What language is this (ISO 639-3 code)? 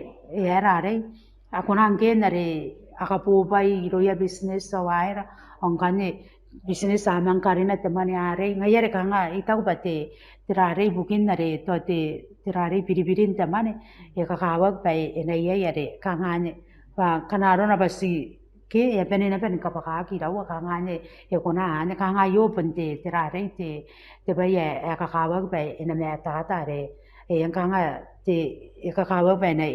gil